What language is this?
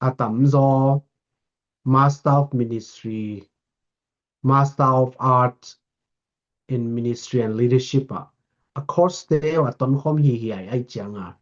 Tedim Chin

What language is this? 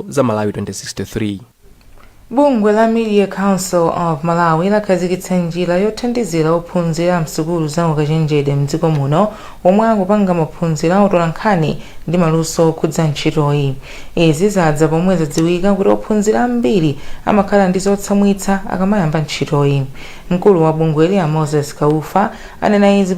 Nyanja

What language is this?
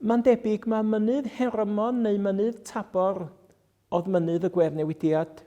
Welsh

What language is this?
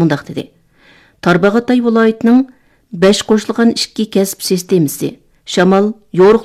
Uyghur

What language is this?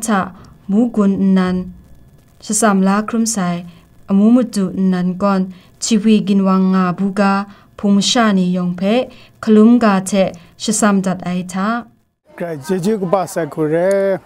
Kachin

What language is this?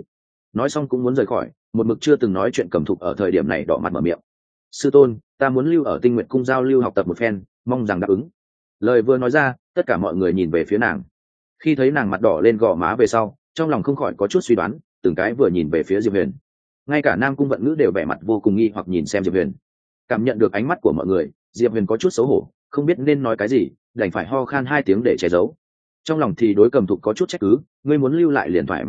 Vietnamese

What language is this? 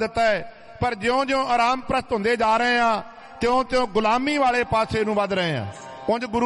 Punjabi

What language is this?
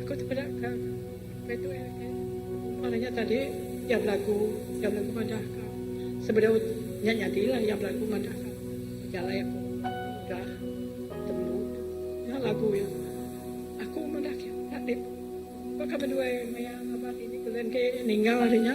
Iban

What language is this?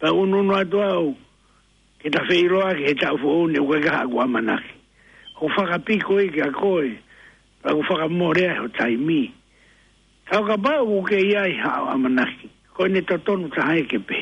Tongan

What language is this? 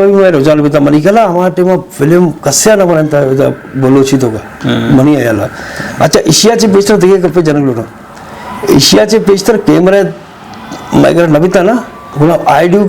Eastern Balochi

